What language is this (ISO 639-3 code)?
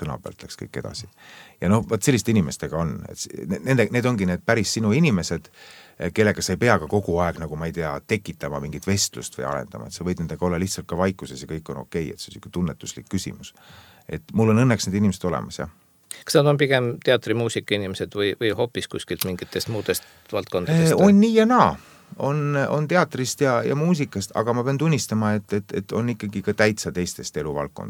est